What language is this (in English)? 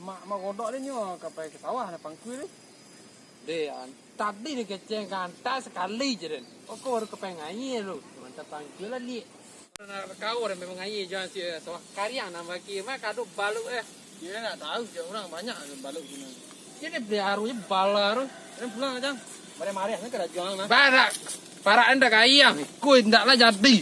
Minangkabau